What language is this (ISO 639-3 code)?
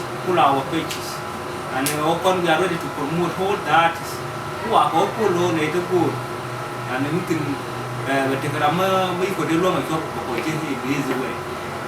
nus